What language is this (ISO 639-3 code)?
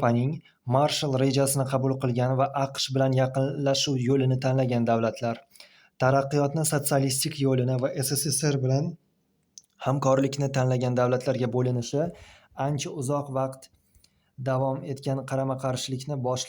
uzb